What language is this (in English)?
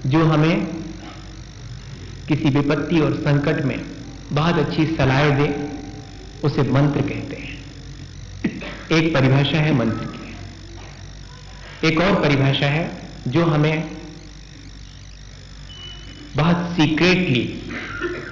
Hindi